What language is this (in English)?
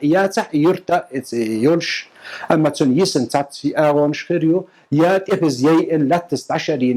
Chechen